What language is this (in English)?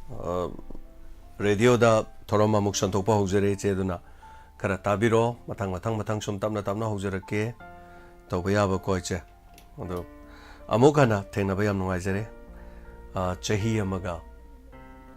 Manipuri